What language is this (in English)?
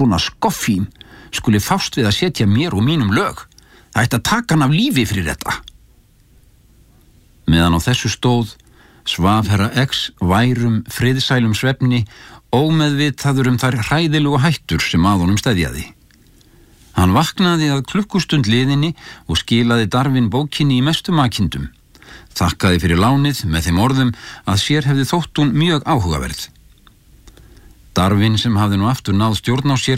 Icelandic